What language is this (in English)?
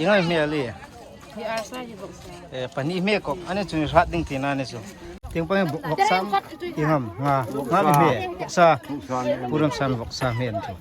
Hmar